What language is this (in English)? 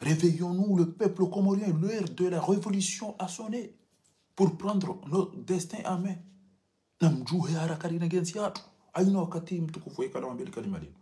Ngazidja Comorian